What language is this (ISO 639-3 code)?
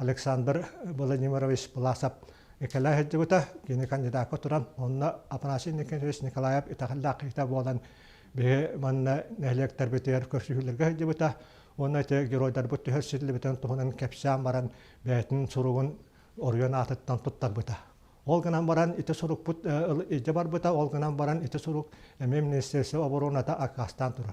sah